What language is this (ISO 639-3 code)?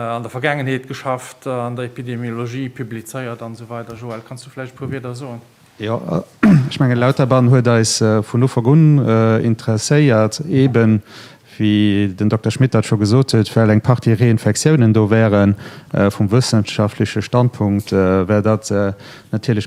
ltz